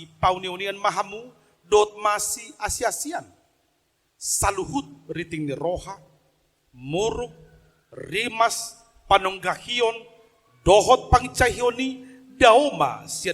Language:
Batak Toba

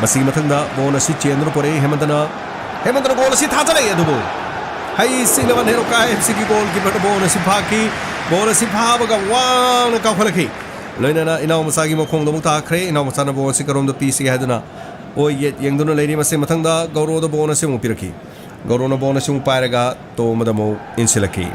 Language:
Manipuri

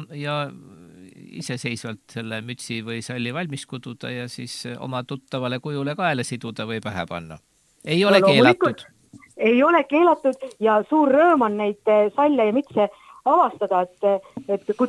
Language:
Estonian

